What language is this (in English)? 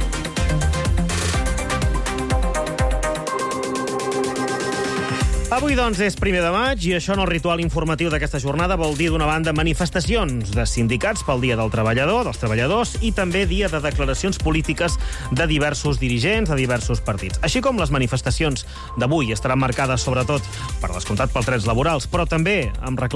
Catalan